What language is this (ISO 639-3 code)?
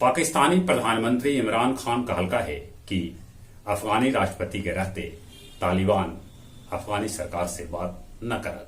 mag